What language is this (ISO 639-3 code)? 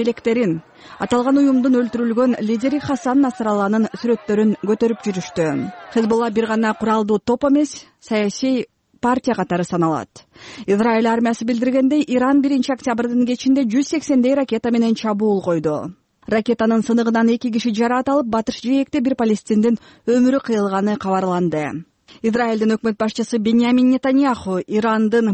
kir